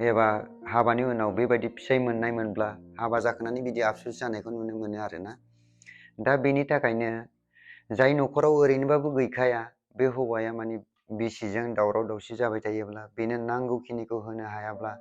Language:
Bodo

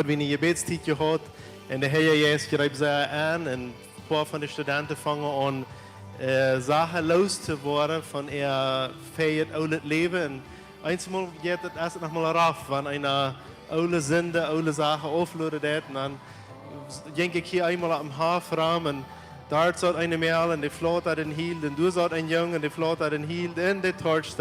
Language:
Plautdietsch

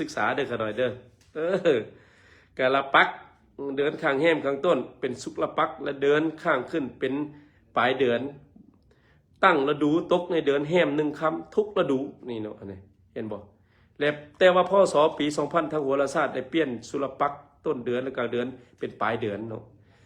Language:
Lao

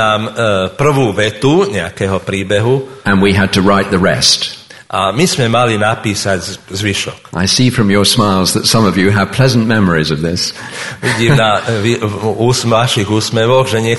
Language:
Slovak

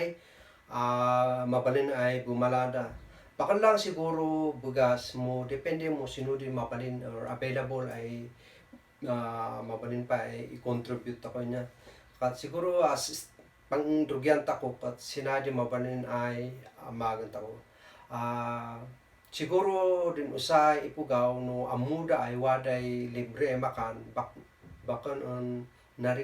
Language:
Kankanaey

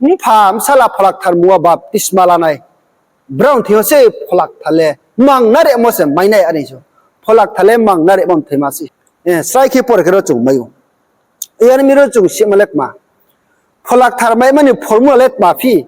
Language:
Riang (India)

